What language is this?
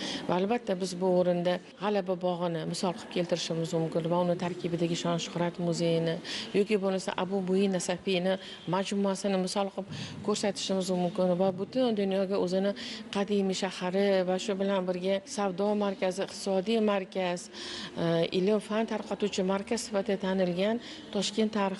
Uzbek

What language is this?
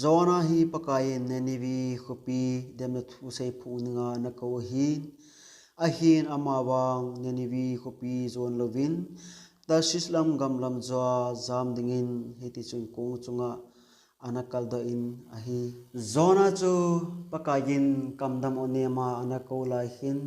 Thado Chin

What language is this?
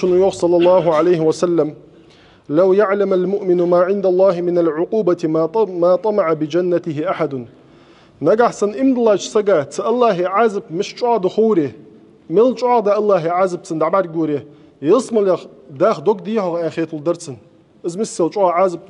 Ingush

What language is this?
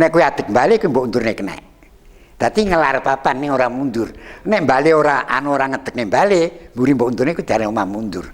Javanese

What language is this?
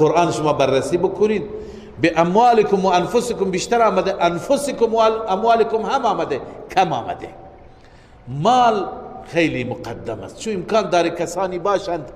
Persian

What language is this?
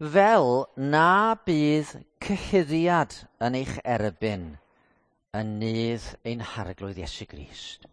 Welsh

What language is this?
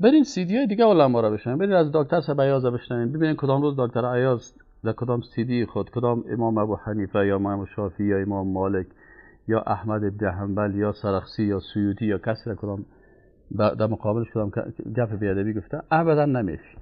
Persian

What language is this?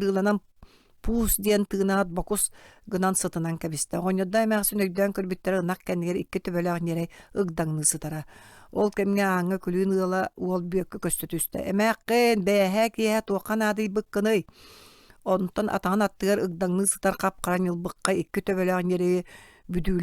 Yakut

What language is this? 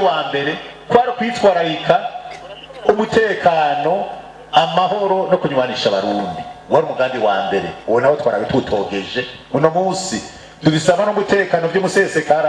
Rundi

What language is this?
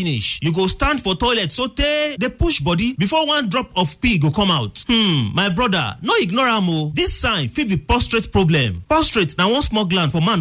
Nigerian Pidgin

